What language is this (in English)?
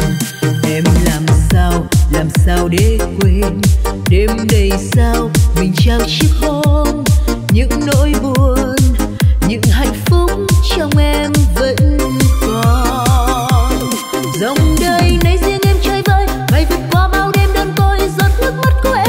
Vietnamese